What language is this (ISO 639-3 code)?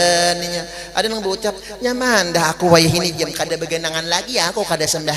bjn